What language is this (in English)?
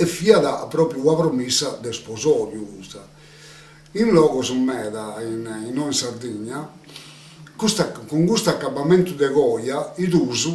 Sardinian